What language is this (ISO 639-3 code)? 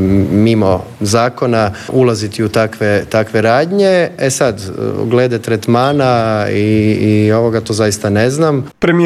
hrv